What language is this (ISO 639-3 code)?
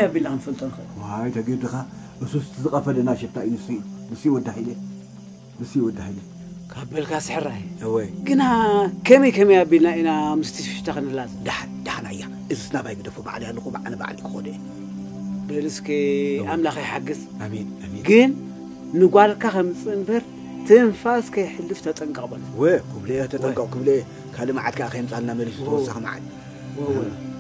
tir